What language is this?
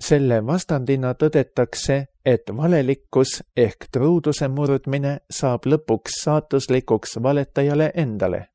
Estonian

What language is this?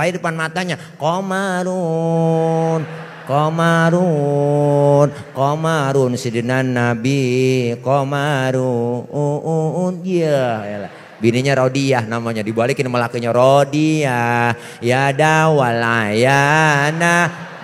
Betawi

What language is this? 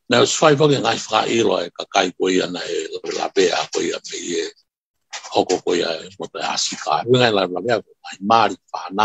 Tongan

